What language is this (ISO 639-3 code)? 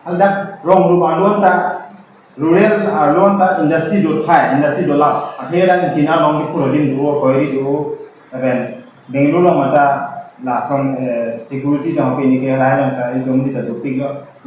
mjw